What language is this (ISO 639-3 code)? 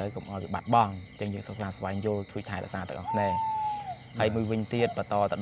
khm